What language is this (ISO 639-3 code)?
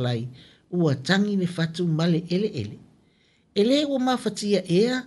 smo